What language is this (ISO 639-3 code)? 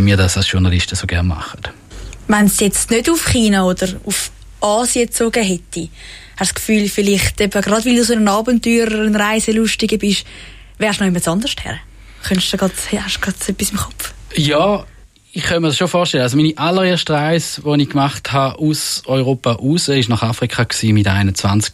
gsw